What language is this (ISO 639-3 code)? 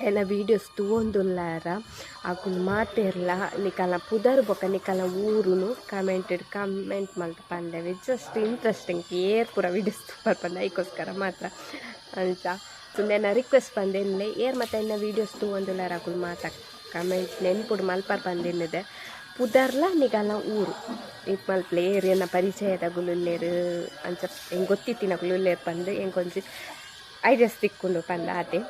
tcy